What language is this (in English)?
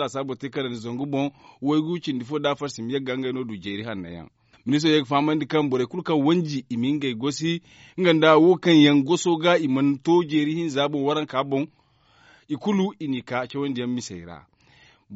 Zarma